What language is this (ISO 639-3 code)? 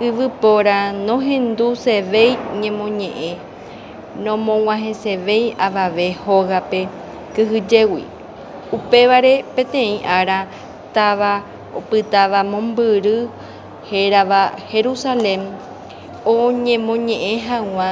grn